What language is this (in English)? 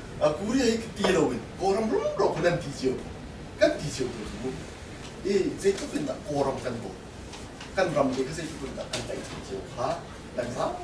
Hakha Chin